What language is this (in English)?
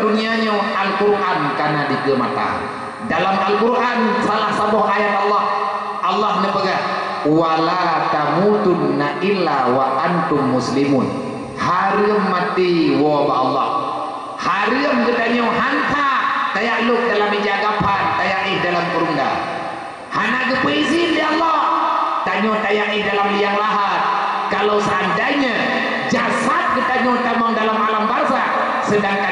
Achinese